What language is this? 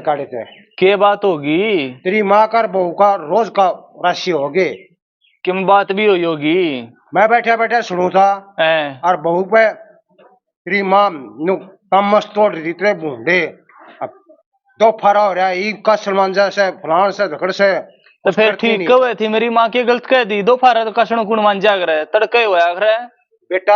Haryanvi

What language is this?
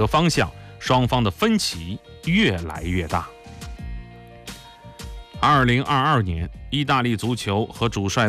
Chinese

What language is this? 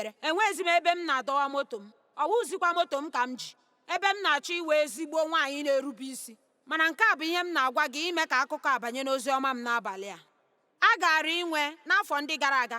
Igbo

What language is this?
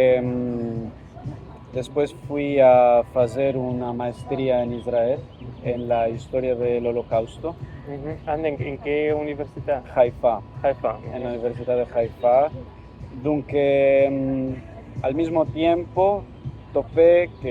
Ladino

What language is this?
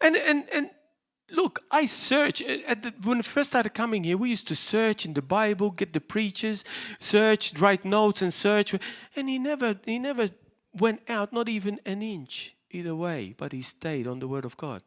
English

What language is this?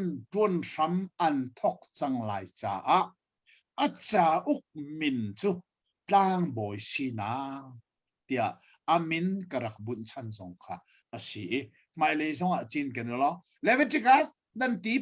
Hakha Chin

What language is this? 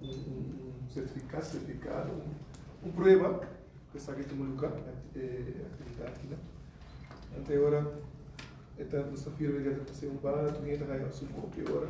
Papiamento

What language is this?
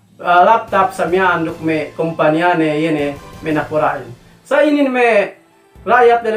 Yakan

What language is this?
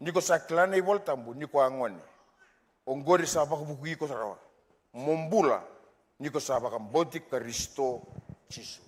Fijian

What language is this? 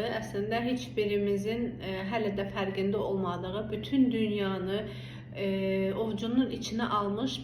Azerbaijani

